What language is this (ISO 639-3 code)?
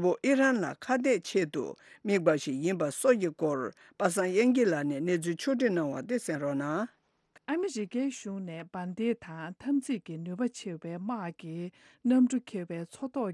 bod